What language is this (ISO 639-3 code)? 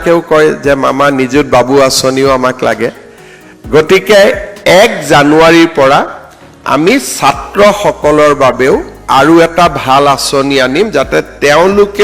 asm